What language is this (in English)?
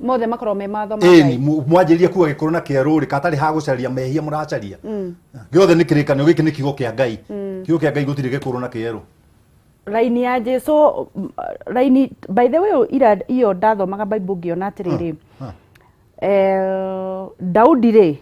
Kikuyu